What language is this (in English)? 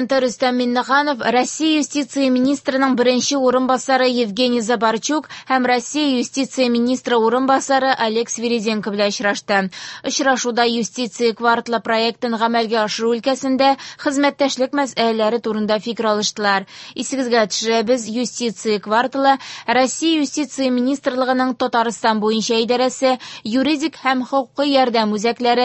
Tatar